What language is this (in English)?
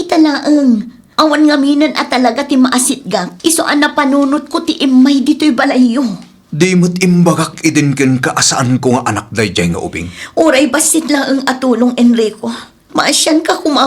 Iloko